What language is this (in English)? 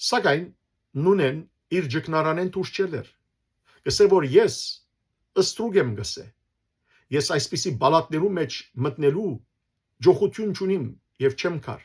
Western Armenian